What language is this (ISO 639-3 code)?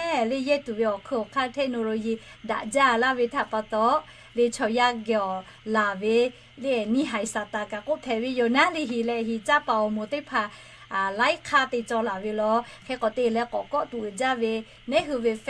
lhu